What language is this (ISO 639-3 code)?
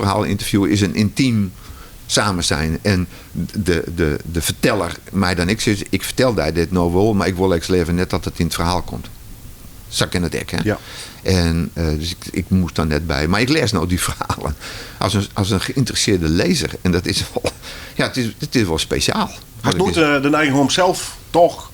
fry